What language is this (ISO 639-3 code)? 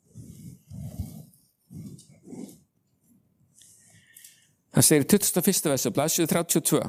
isl